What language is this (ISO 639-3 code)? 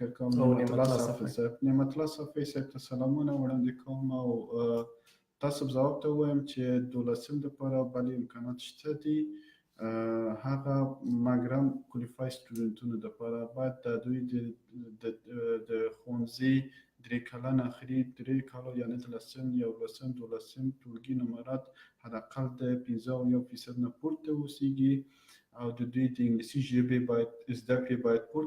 pus